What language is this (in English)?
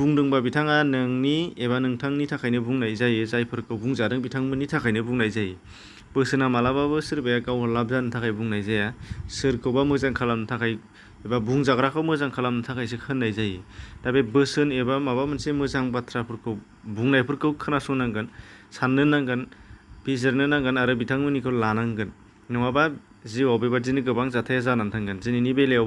Bodo